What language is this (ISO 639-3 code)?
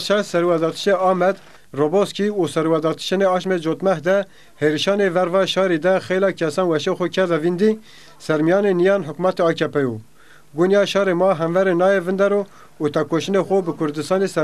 zza